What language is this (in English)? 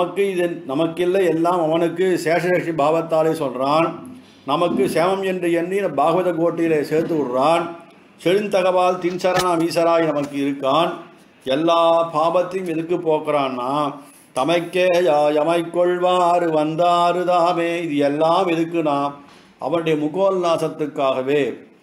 Tamil